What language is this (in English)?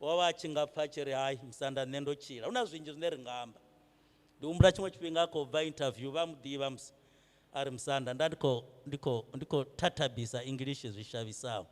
Venda